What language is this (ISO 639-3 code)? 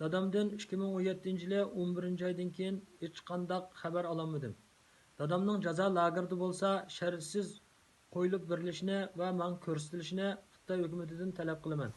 uig